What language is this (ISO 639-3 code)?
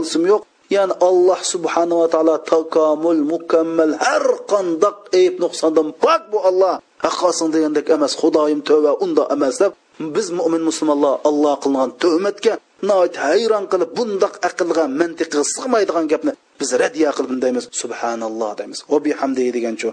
uig